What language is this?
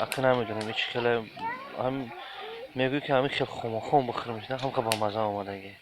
Tajik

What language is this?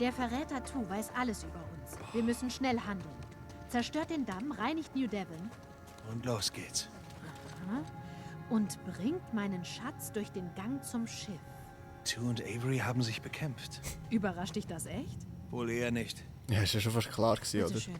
Swiss German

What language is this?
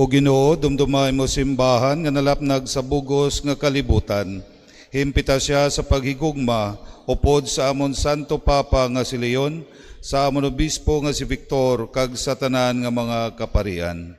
Hiligaynon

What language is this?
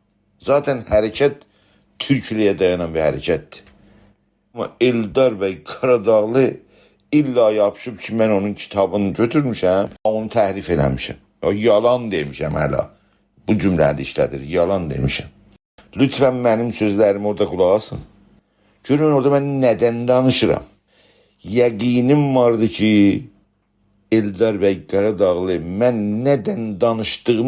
South Azerbaijani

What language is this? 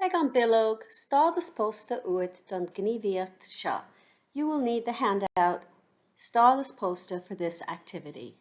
Irish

